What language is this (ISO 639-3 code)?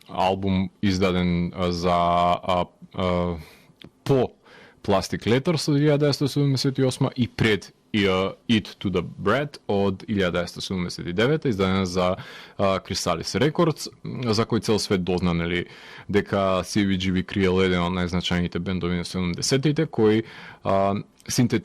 mkd